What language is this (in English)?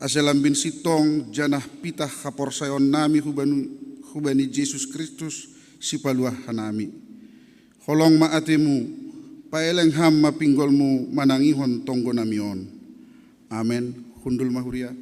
Batak Simalungun